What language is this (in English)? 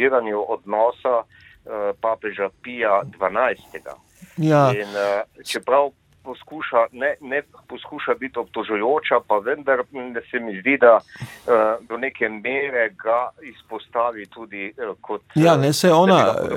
Slovenian